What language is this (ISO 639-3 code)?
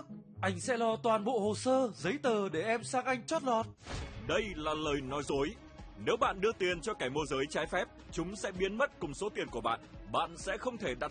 vie